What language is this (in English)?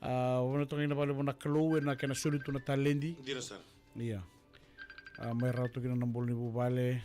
Fijian